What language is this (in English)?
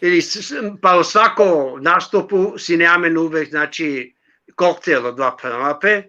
Balkan Romani